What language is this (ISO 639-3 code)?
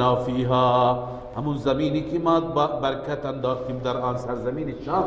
fas